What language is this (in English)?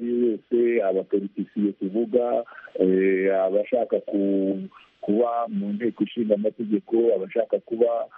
Kinyarwanda